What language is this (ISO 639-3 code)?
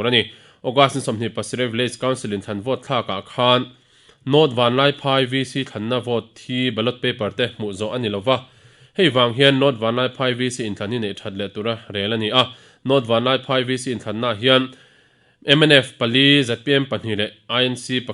lus